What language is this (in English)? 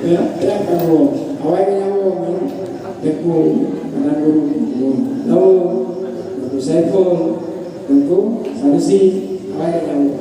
Achinese